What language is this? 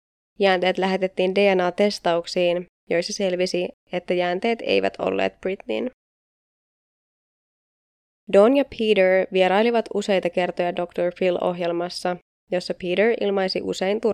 Finnish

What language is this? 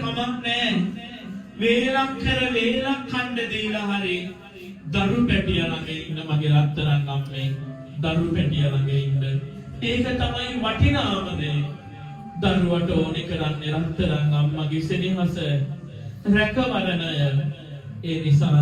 Sinhala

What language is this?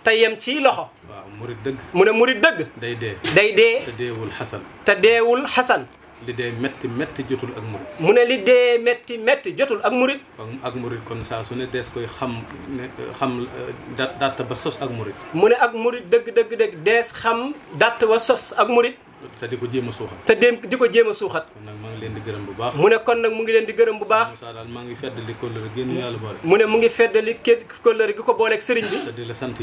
Wolof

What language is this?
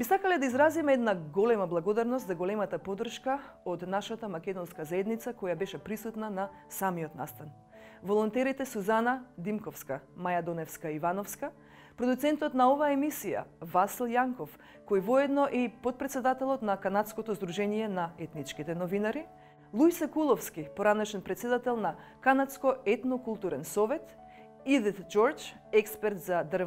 Macedonian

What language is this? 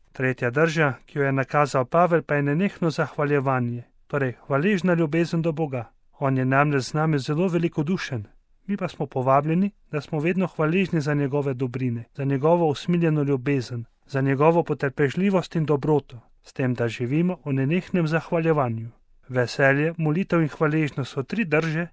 Slovenian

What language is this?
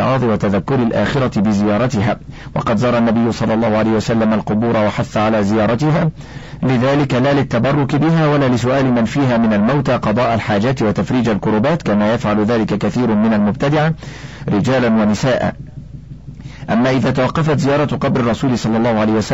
Arabic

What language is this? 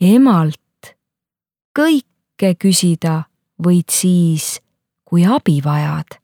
Estonian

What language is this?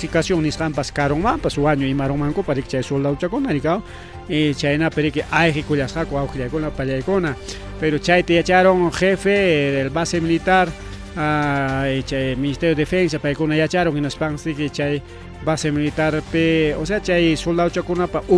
Ayacucho Quechua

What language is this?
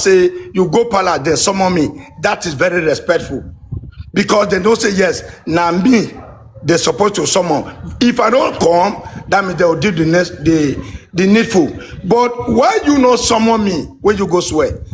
Nigerian Pidgin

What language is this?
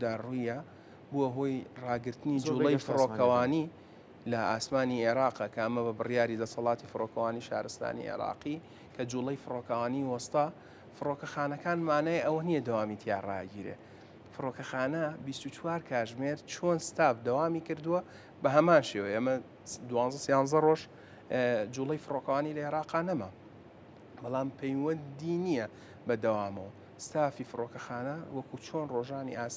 Central Kurdish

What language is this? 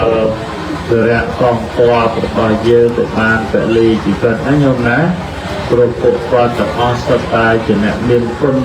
Khmer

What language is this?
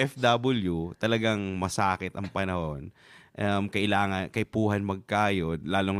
Bikol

